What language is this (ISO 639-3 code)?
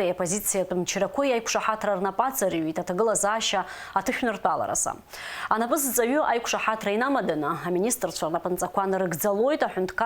abk